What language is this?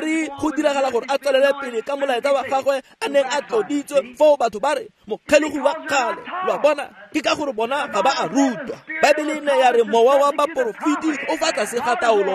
Tswana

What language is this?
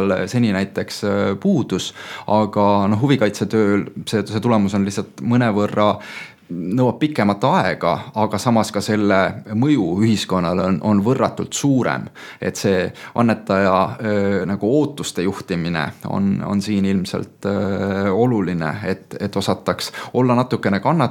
Estonian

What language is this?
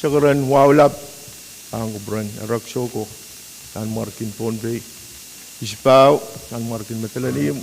Pohnpeian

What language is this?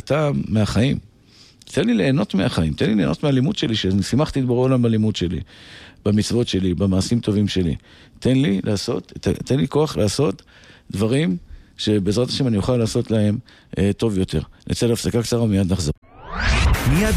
Hebrew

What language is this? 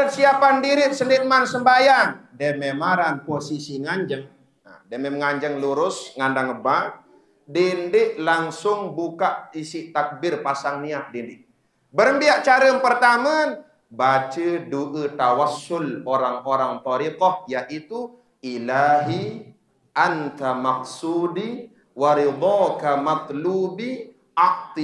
Sasak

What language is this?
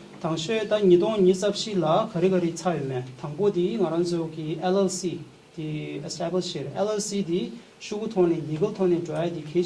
Tibetan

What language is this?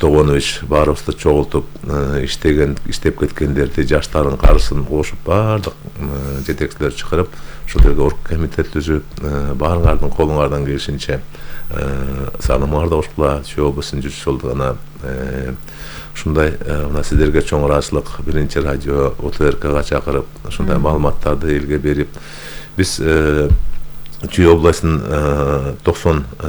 Kyrgyz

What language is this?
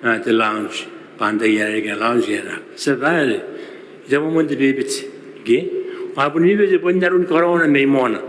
Gilbertese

